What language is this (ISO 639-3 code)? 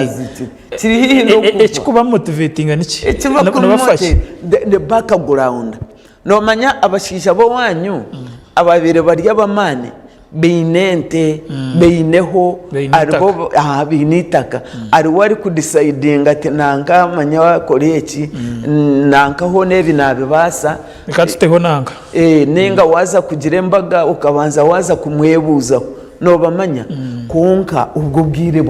nyn